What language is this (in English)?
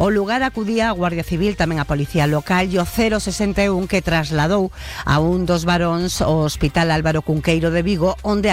Galician